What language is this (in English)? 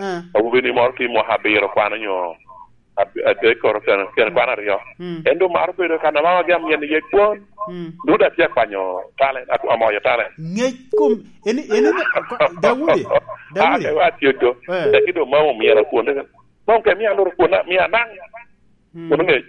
Lango (Uganda)